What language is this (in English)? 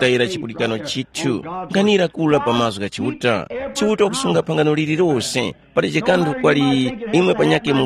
Tumbuka